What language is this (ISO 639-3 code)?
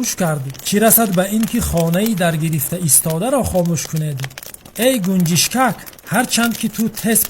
tgk